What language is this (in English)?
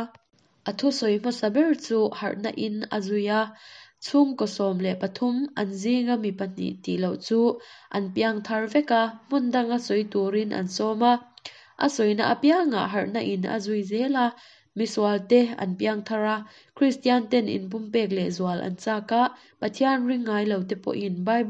Mizo